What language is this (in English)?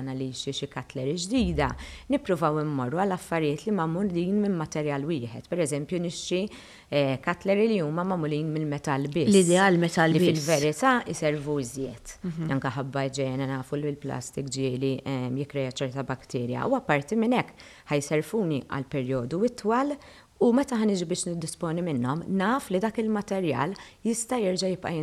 Maltese